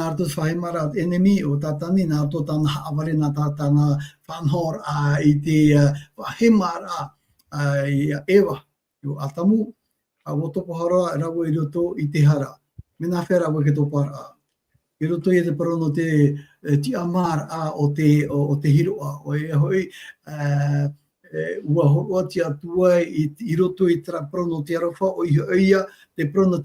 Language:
Tahitian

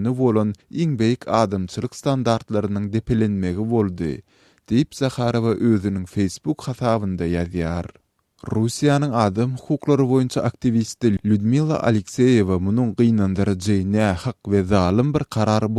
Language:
Turkmen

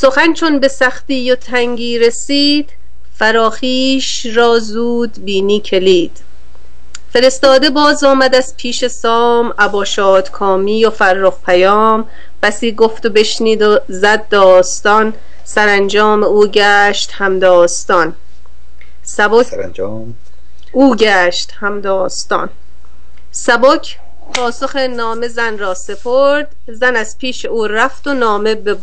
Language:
Persian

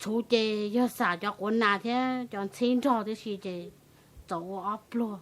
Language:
Hmong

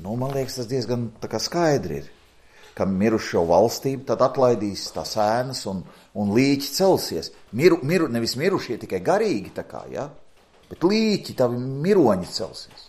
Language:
Latvian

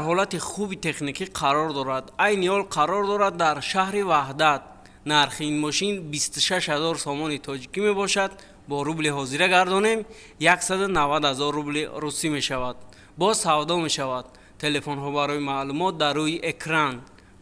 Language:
Tajik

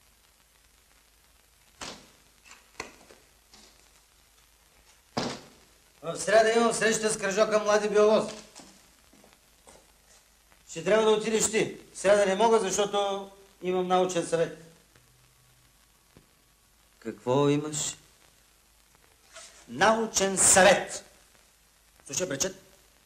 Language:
Bulgarian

